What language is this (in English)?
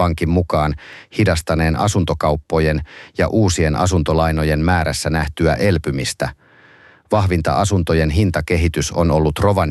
Finnish